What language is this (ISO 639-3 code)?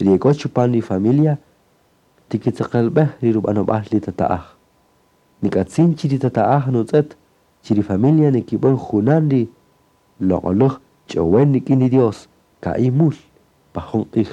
cak